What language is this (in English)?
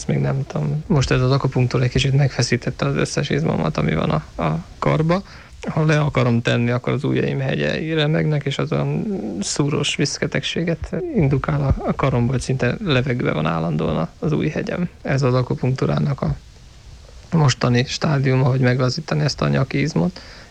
Hungarian